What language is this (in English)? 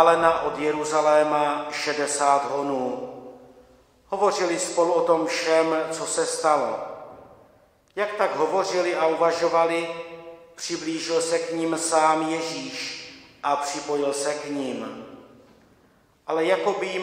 Czech